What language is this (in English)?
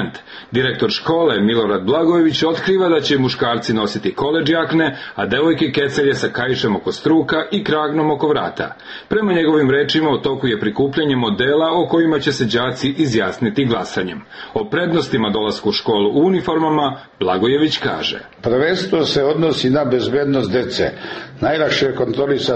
Serbian